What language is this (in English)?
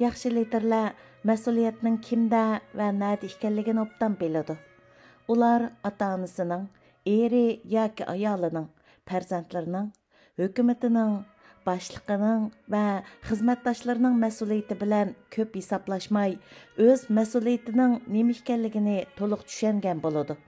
Uyghur